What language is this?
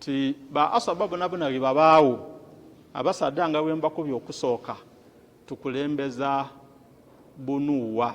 Ganda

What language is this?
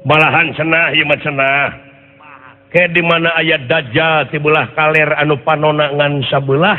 Sundanese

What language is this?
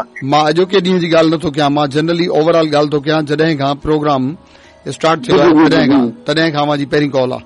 Sindhi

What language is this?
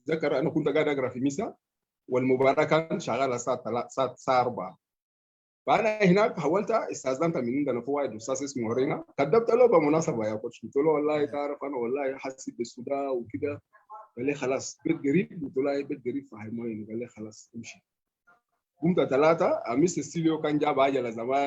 Sudanese Arabic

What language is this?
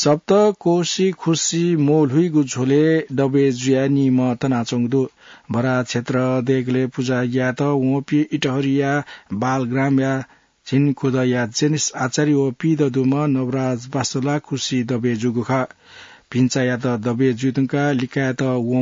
Newari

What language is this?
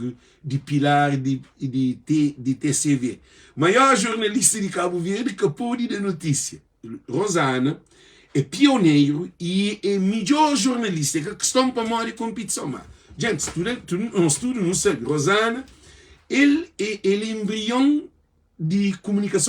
Kabuverdianu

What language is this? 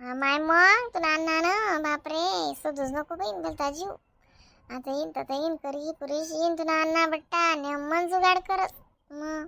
Khandesi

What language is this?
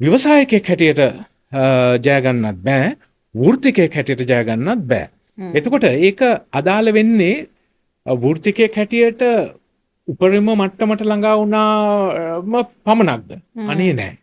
Sinhala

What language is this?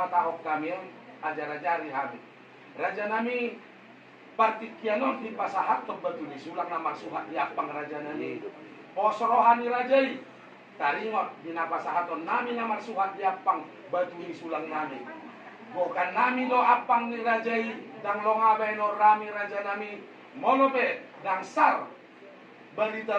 Batak Toba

